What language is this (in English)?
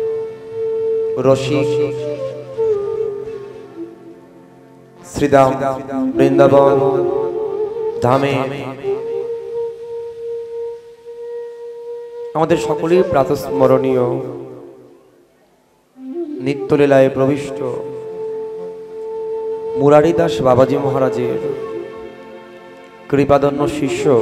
Bangla